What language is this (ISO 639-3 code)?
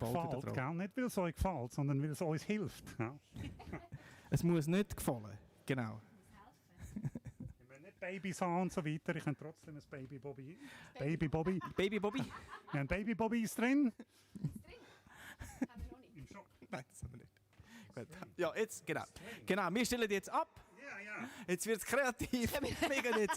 gsw